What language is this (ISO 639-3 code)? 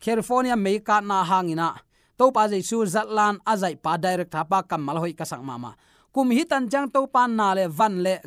ctd